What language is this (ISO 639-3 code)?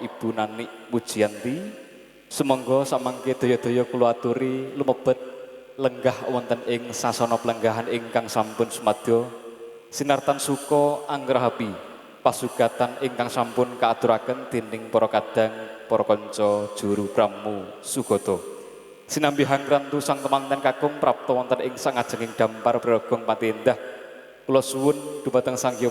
jav